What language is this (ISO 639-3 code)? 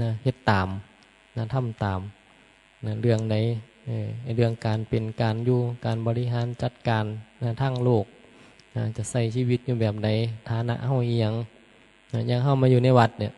tts